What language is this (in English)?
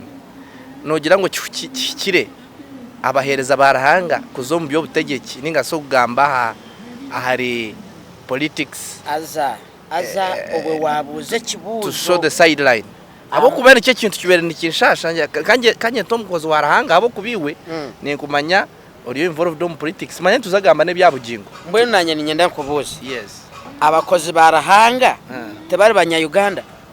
Nyankole